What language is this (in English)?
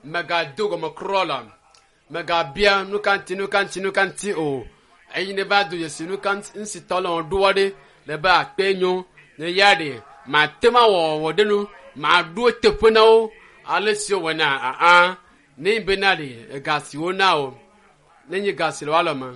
Ewe